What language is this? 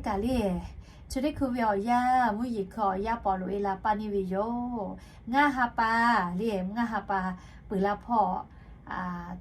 Lahu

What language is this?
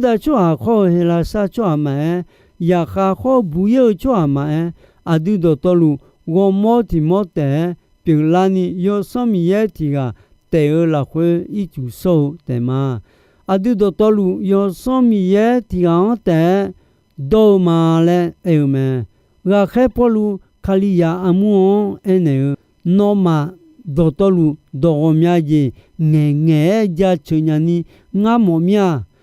Akha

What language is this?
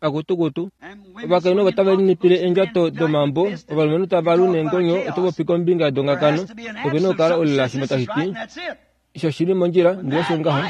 Kuanyama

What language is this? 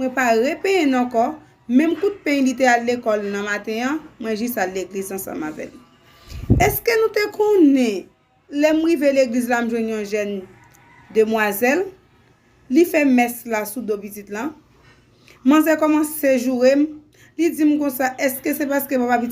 Haitian Creole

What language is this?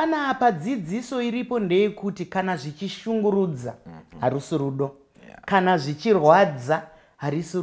Shona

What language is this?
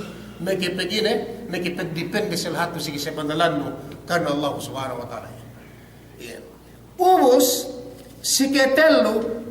Yakan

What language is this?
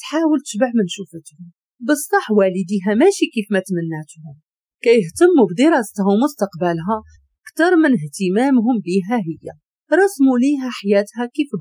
Moroccan Arabic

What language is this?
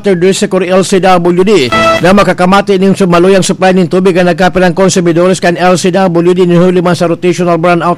Bikol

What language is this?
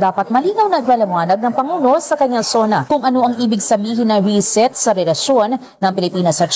Filipino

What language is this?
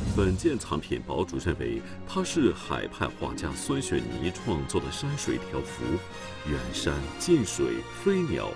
Chinese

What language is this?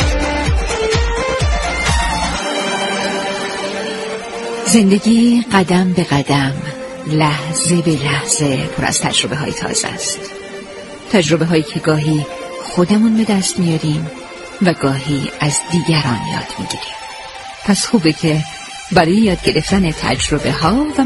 Persian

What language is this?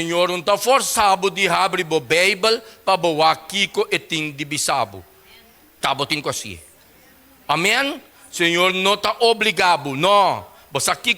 Papiamento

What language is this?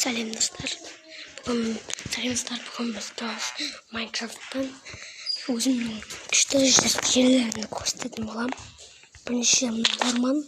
Kazakh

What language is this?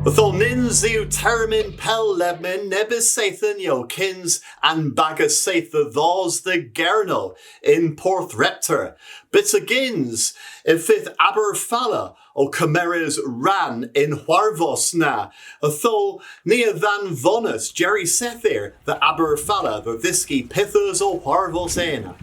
Cornish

